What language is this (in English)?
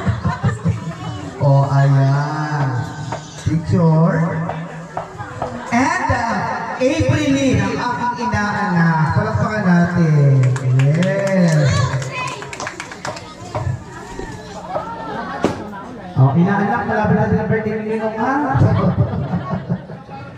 Filipino